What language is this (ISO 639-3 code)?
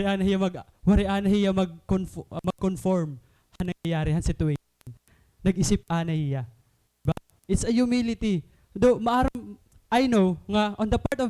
war